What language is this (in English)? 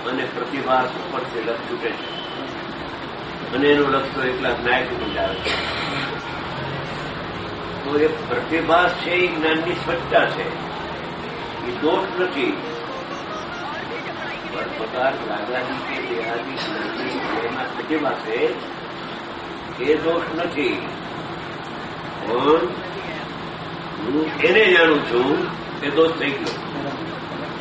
Gujarati